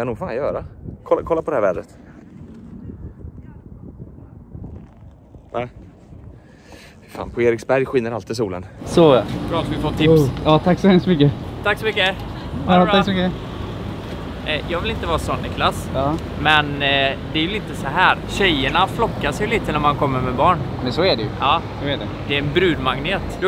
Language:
Swedish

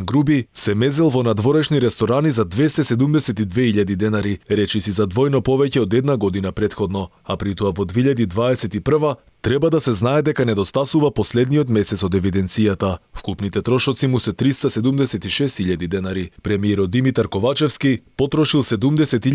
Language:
Macedonian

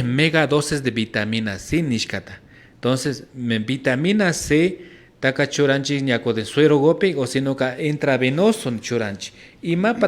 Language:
Imbabura Highland Quichua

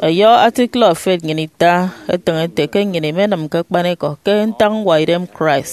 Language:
Efik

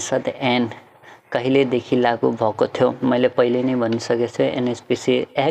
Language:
Nepali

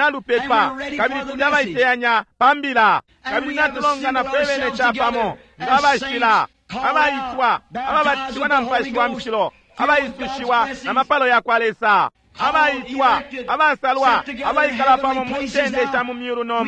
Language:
Bemba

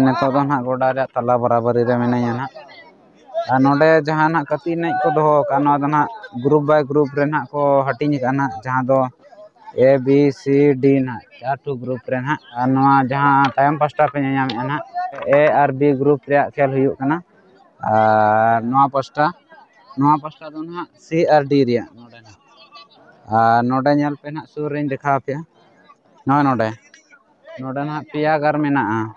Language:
Santali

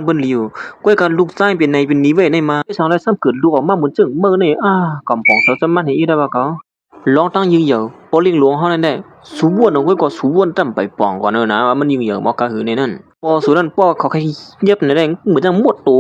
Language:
Shan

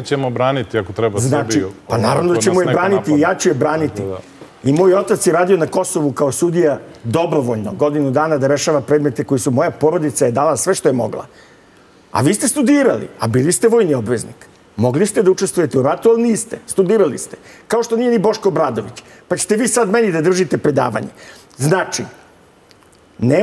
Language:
Serbian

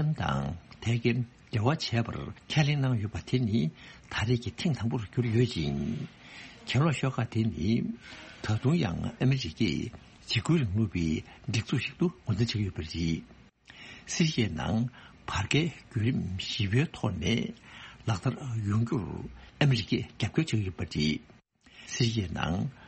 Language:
Tibetan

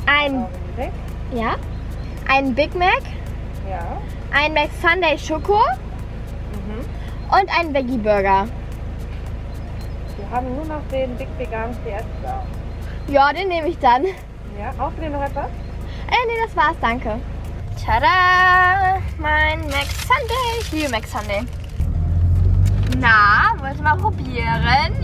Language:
German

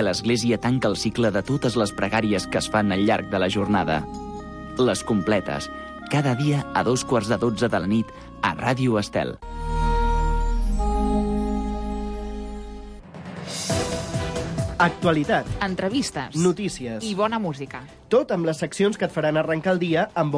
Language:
Catalan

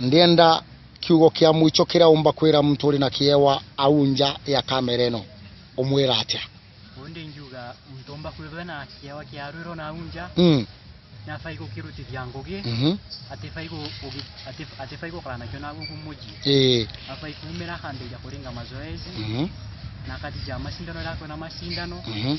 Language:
Meru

